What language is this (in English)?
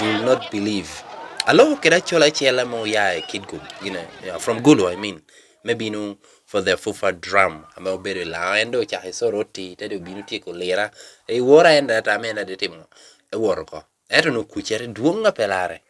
Lango (Uganda)